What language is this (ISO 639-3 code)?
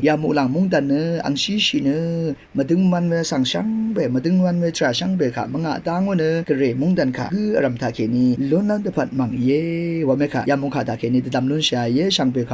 raw